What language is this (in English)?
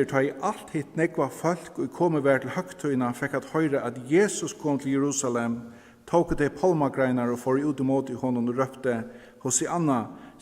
Faroese